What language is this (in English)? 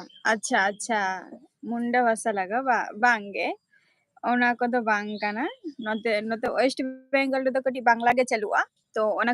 Santali